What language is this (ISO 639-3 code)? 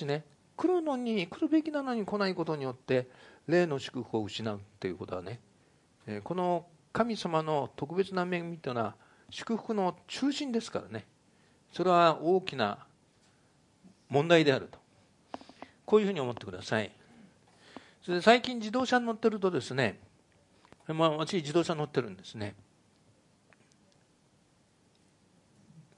jpn